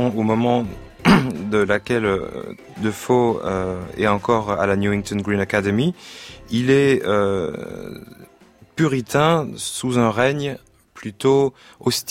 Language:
French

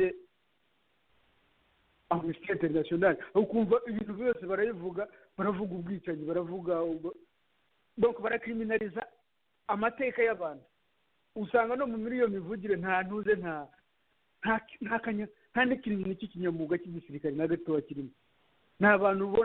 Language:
Kinyarwanda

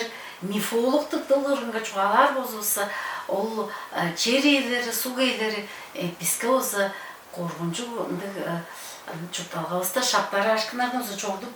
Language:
Tuvinian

